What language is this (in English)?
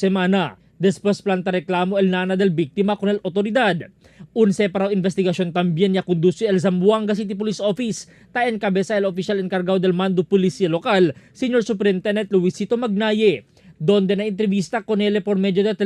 Chavacano